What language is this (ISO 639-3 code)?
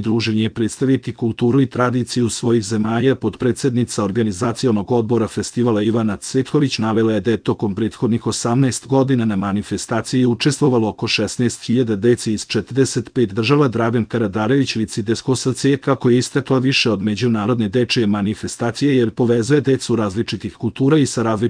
srp